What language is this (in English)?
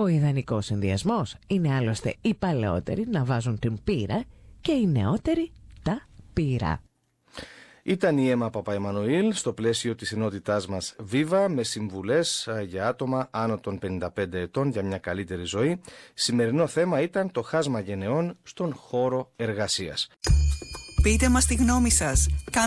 Greek